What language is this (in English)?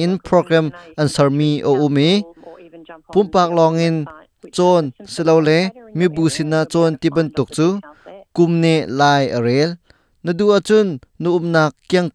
Hakha Chin